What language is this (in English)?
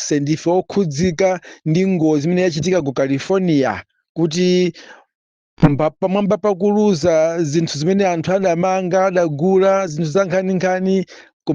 Nyanja